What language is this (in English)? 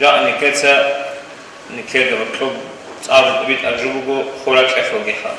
Avaric